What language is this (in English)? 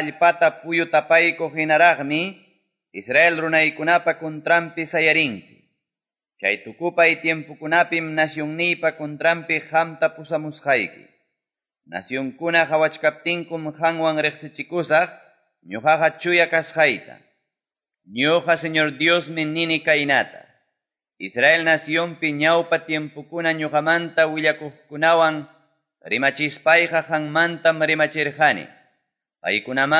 Quechua